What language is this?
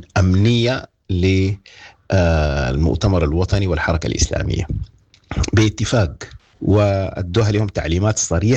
Sudanese Arabic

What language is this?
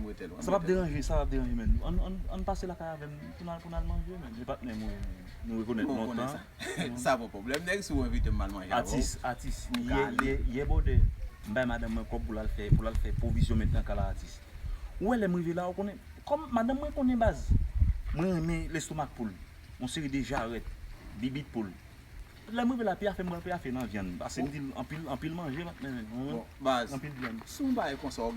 Haitian Creole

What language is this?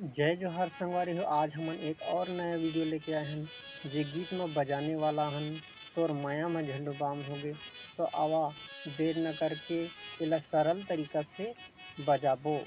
Chhattisgarhi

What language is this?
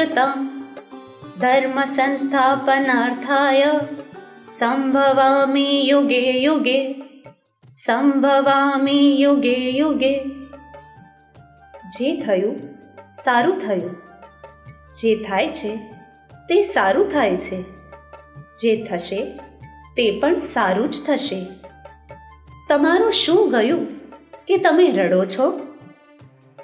Gujarati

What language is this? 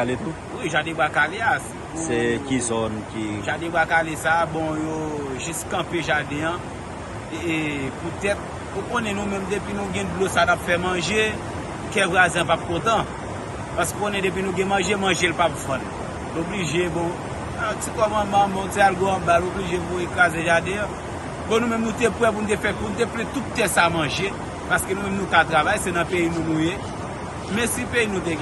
Haitian Creole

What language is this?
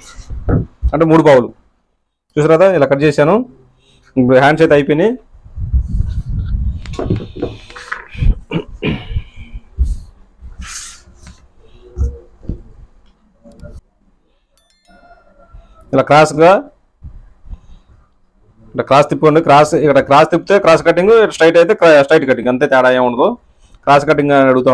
Telugu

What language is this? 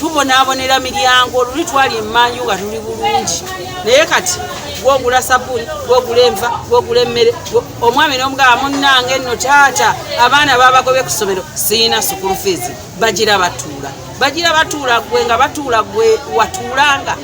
Ganda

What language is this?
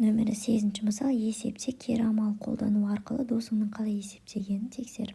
Kazakh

